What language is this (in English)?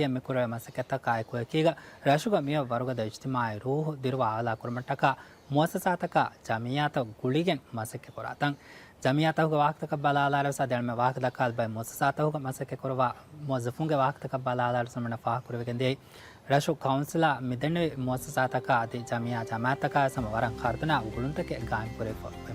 Divehi